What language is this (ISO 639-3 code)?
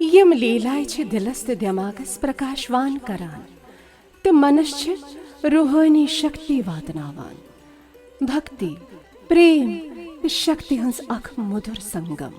kas